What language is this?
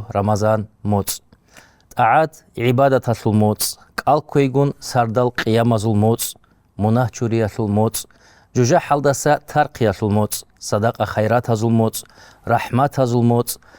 Avaric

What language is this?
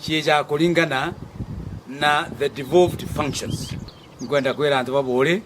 Meru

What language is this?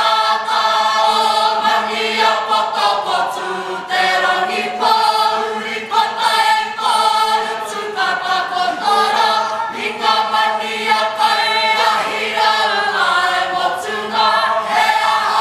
Māori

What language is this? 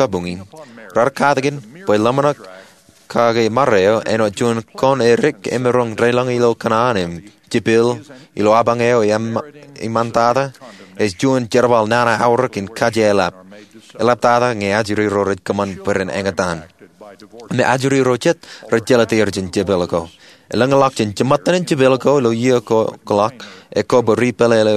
Marshallese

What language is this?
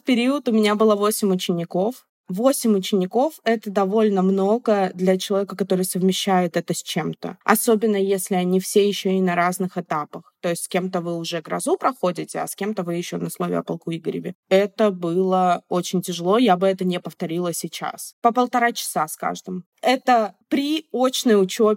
Russian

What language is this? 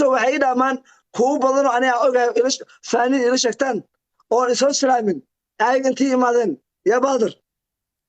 Somali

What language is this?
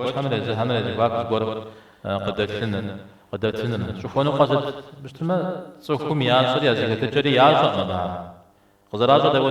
Kabardian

